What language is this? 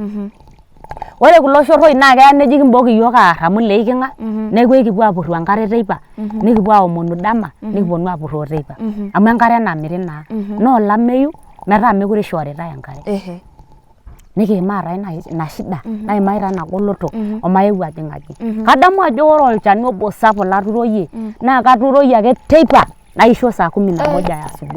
Masai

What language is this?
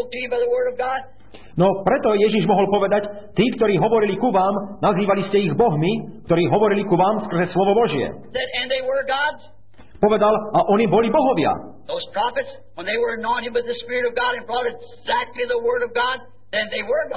Slovak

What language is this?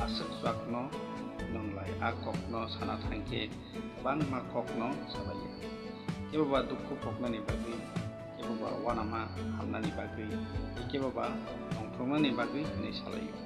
Kok Borok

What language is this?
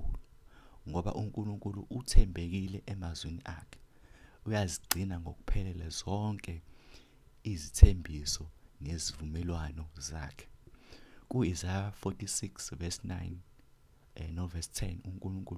Zulu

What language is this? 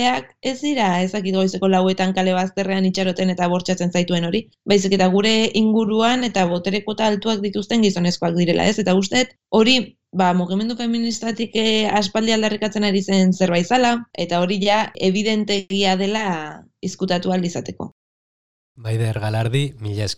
Basque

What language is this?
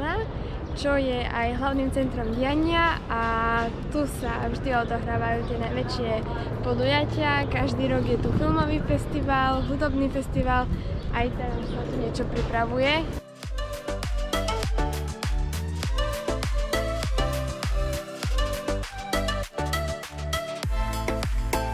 Slovak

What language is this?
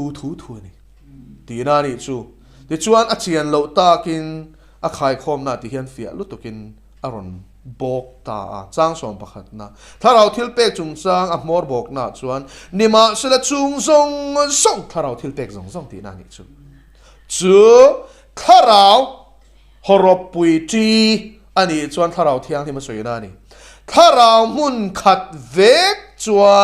Mizo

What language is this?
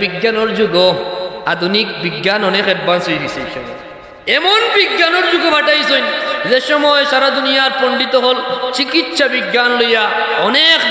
Sylheti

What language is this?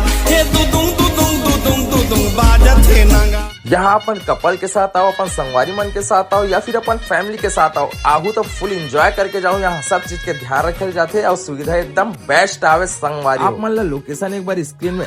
Chhattisgarhi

